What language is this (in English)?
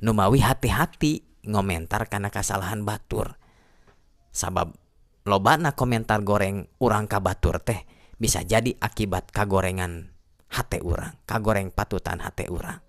Sundanese